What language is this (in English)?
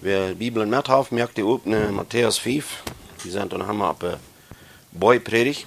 Plautdietsch